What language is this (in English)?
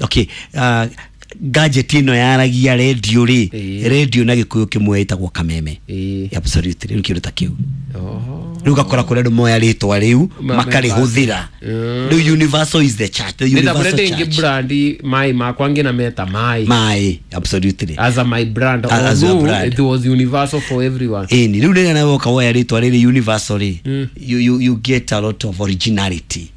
Kikuyu